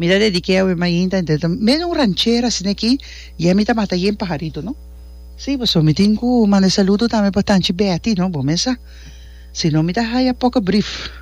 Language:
Papiamento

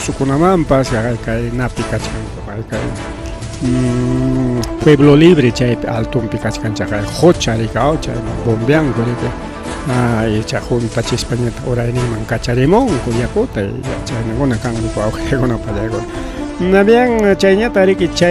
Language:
Ayacucho Quechua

